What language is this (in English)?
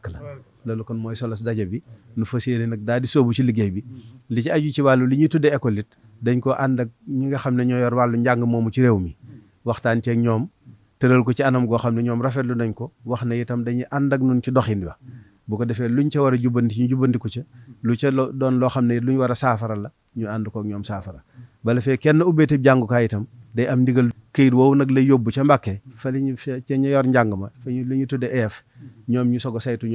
Wolof